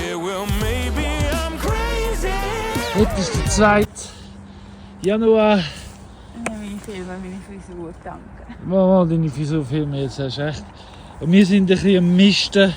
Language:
Swiss German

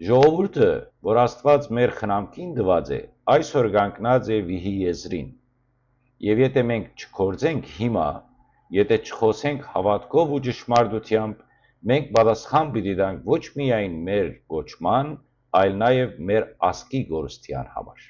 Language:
Western Armenian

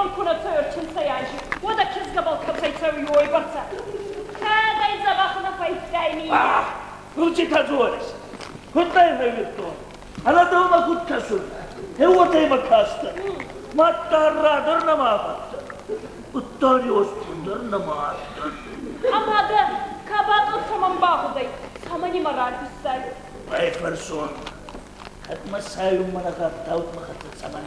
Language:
Ossetic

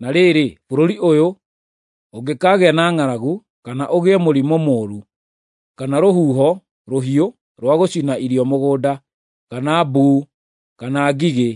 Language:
Kikuyu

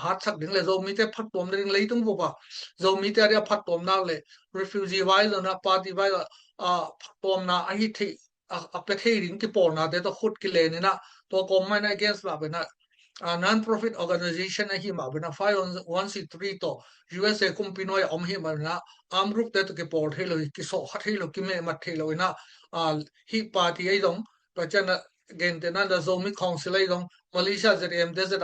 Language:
Tedim Chin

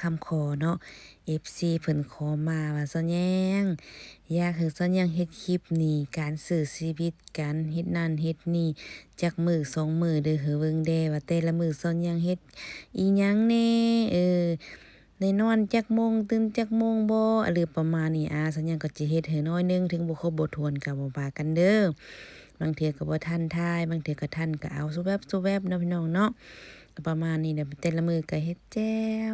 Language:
Lao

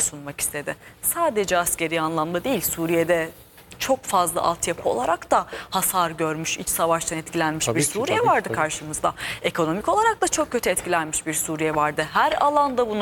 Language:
Turkish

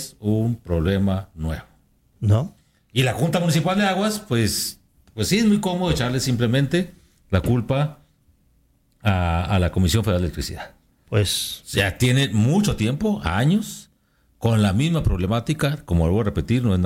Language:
Spanish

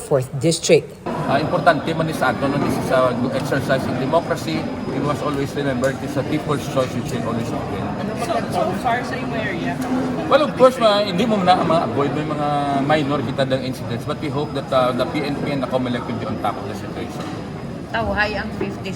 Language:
Hiligaynon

